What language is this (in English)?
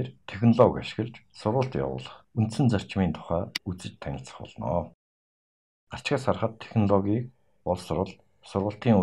Mongolian